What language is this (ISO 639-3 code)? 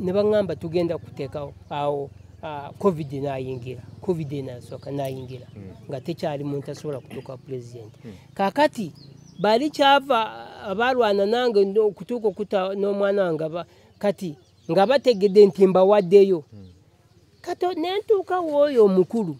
lug